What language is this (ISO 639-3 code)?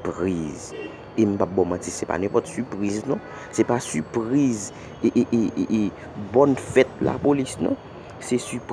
hat